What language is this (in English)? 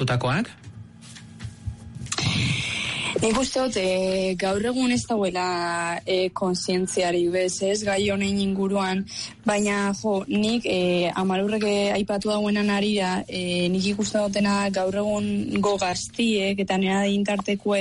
Basque